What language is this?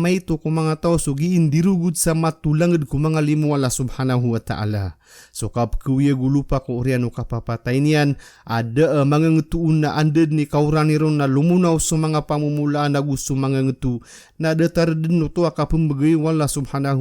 Maranao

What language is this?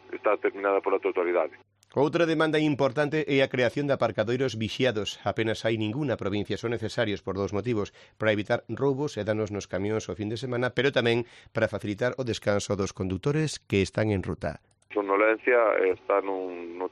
Galician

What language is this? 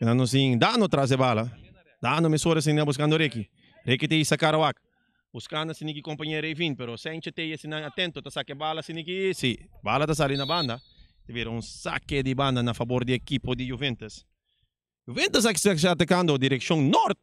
Papiamento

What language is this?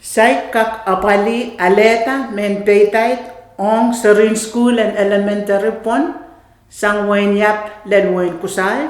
Pohnpeian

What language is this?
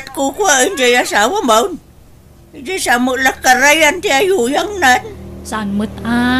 Iloko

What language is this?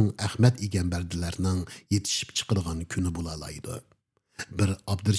Uyghur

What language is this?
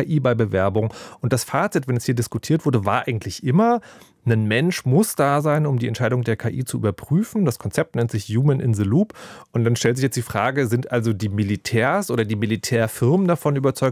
German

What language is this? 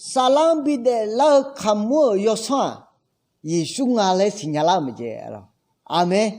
Akha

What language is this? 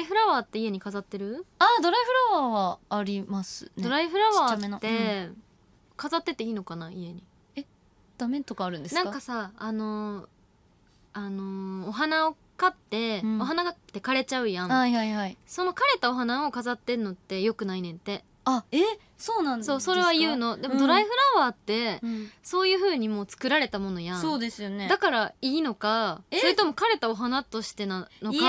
Japanese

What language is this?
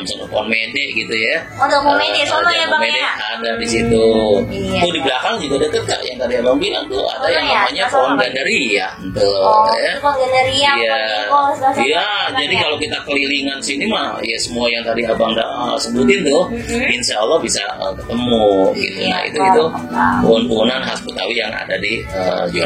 Betawi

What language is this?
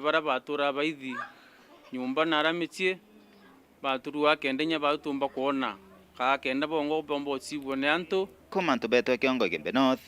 Meru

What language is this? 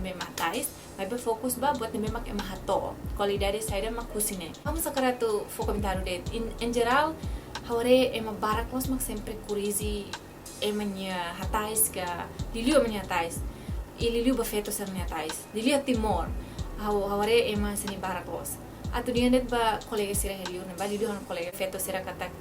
Tetum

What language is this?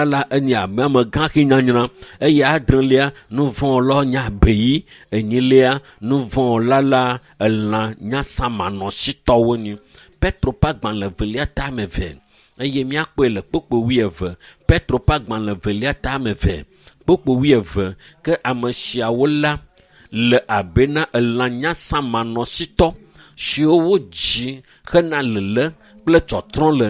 Ewe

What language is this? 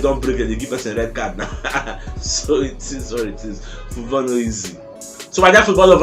Nigerian Pidgin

